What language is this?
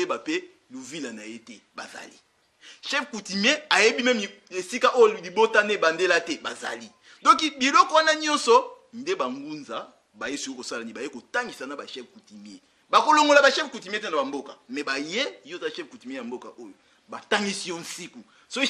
Lingala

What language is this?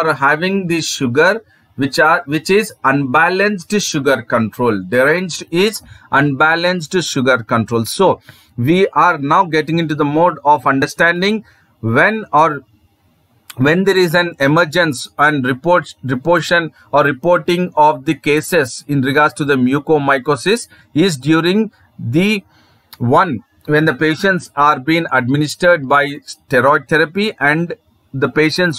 English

